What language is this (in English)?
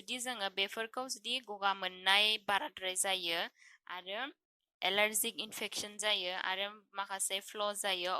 Bodo